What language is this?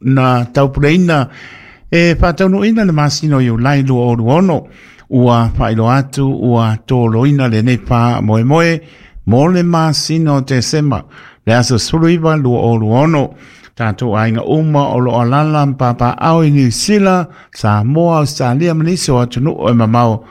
Samoan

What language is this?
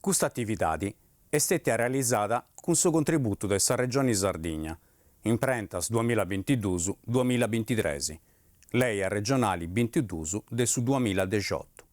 Sardinian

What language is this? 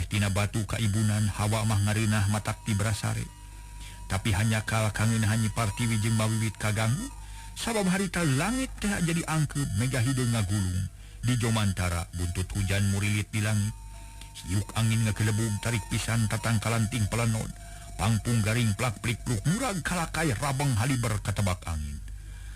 Sundanese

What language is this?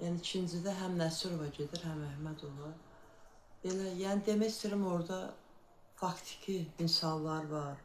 Azerbaijani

